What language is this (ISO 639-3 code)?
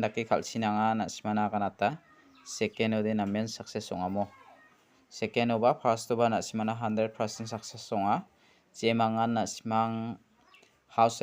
grt